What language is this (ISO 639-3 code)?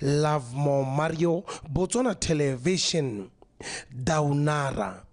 tsn